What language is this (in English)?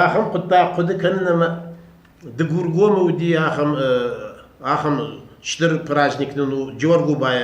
Ossetic